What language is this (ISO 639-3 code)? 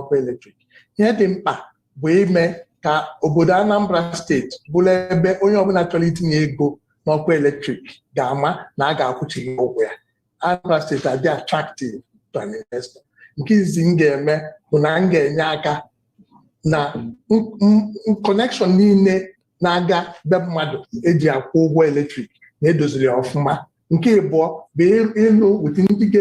ibo